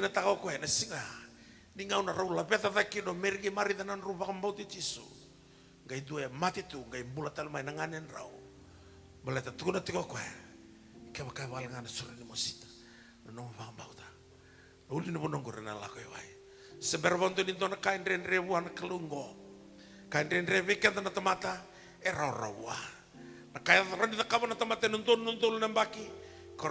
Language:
Fijian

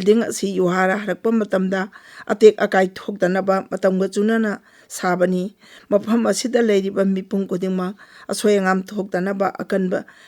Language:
Manipuri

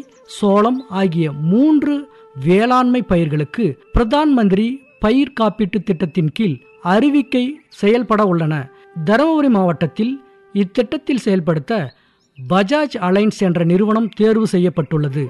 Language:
Tamil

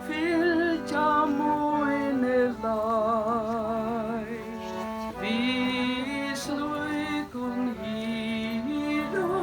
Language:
Faroese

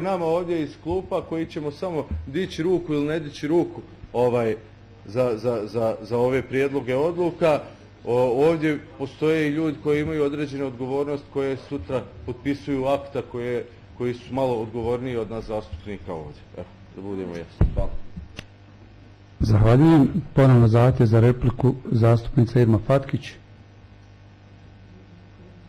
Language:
Bosnian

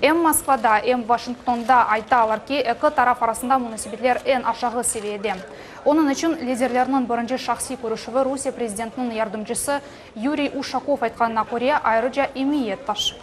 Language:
Crimean Tatar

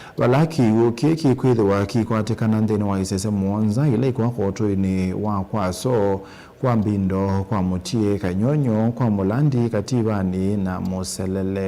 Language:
Kamba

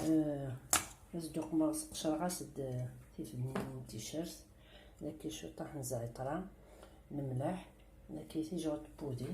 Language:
Kabyle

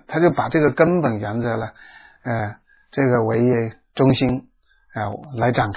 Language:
Chinese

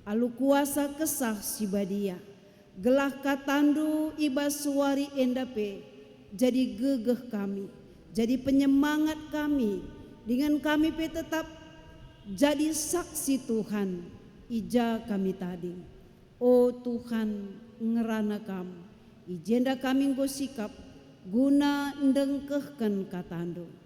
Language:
Batak Karo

